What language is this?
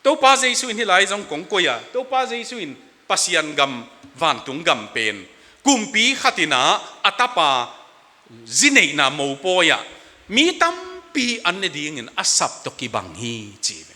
Tedim Chin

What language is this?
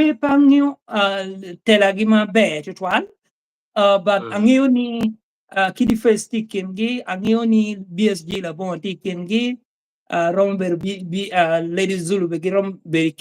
Acoli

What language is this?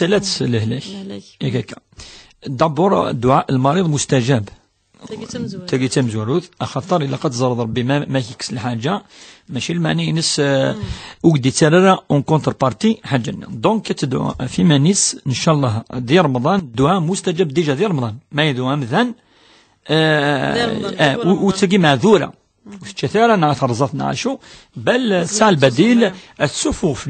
Kabyle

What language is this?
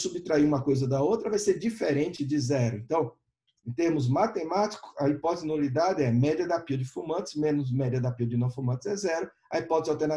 Portuguese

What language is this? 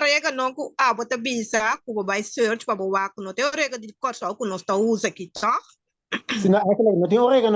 Papiamento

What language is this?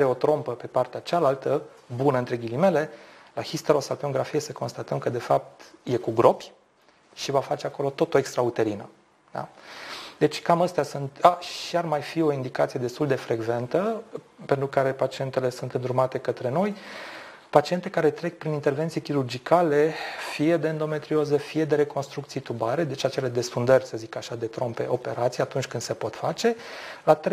Romanian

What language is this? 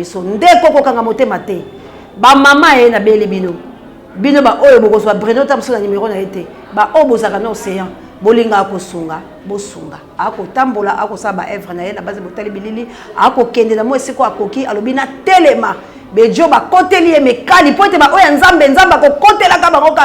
Lingala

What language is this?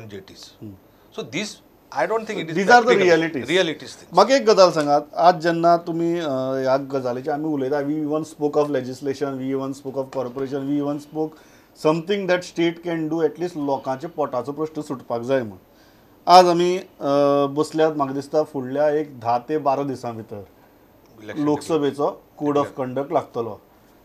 Konkani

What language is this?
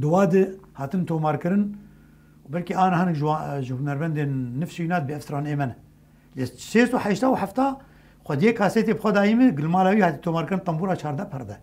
Kurdish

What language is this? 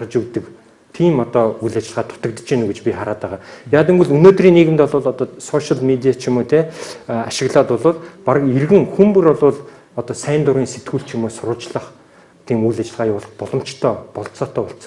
Mongolian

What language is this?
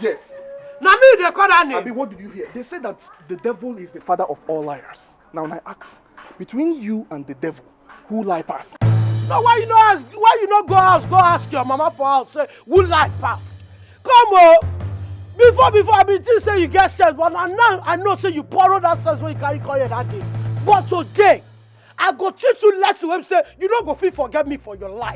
Nigerian Pidgin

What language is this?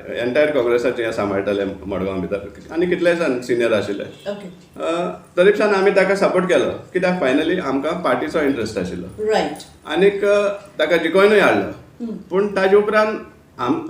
Konkani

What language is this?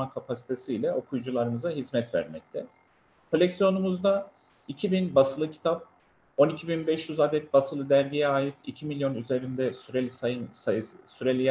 Turkish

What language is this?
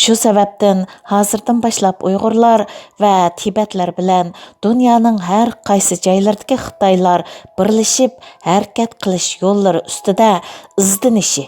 Uyghur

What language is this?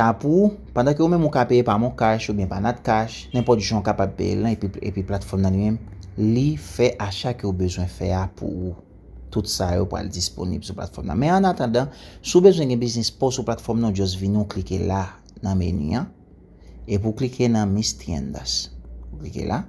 Haitian Creole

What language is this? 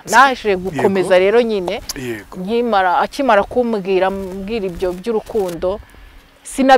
Kinyarwanda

